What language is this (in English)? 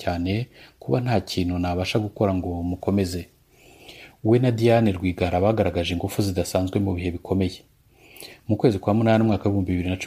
Kinyarwanda